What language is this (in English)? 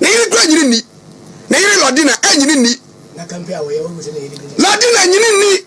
Akan